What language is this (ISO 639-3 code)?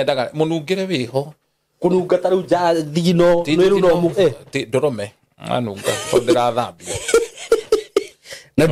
kik